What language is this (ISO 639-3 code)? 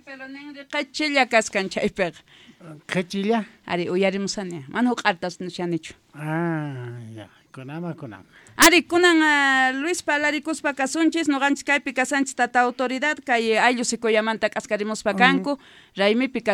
quh